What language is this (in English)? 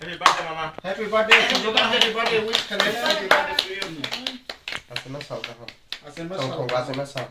Kok Borok